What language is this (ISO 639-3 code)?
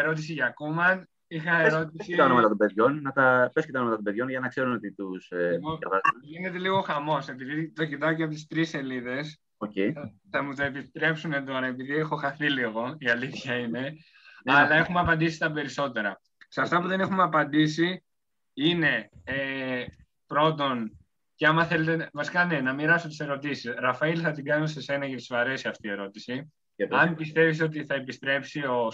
ell